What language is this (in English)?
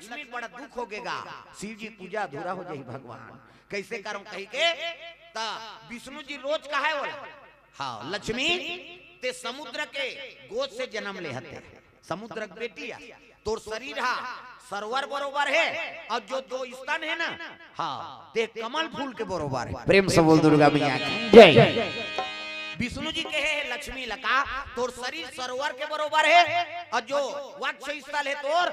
Chhattisgarhi